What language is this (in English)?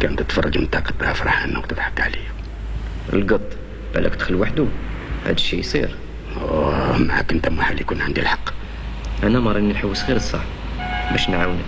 Algerian Arabic